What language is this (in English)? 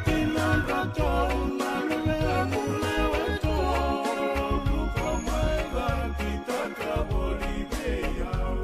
Fijian